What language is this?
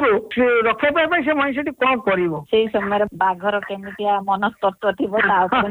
Odia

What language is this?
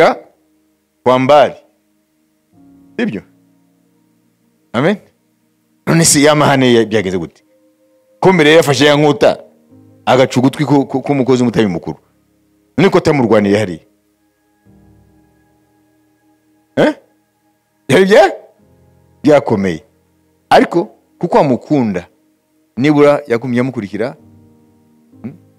Kinyarwanda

